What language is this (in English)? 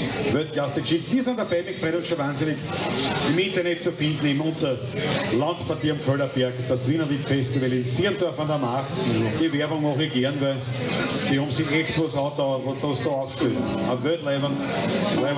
Bavarian